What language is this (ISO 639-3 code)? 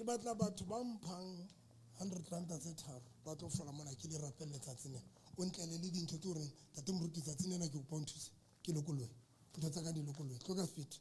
sot